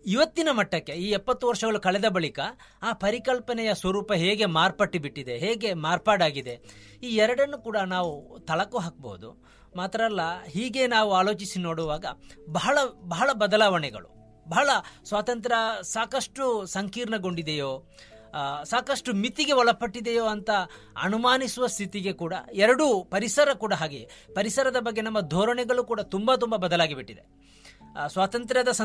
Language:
Kannada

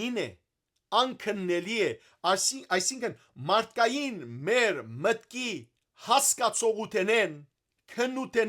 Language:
Western Armenian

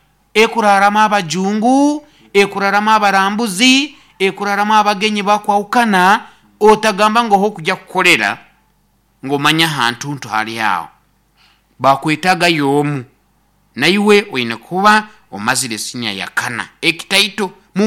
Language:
Nyoro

